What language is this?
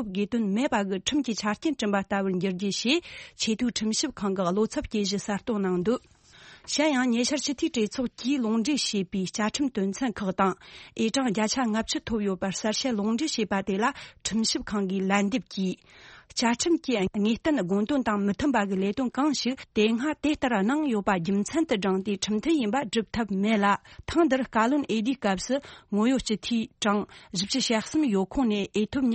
Tibetan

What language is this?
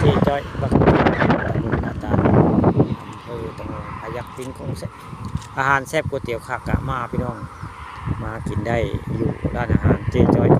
Northeastern Thai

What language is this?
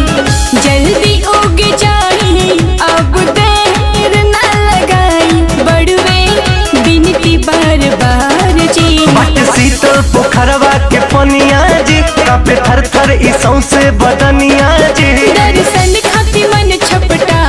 Bhojpuri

